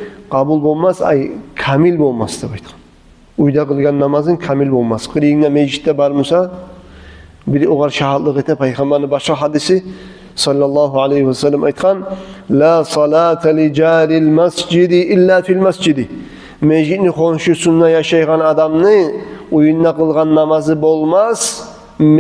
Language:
Kumyk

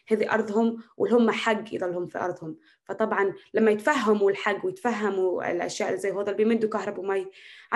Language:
North Levantine Arabic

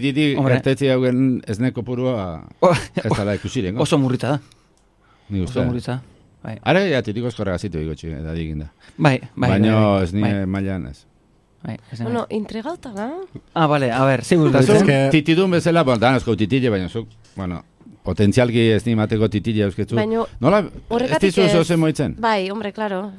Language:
Basque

